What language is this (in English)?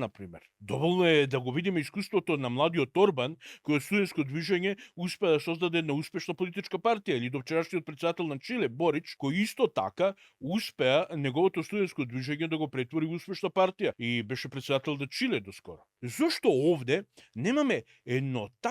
Macedonian